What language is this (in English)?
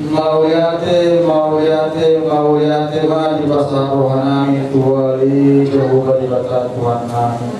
Batak Toba